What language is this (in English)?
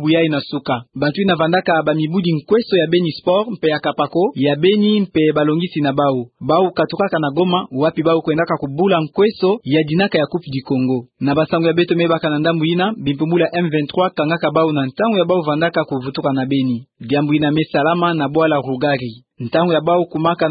Kituba (Democratic Republic of Congo)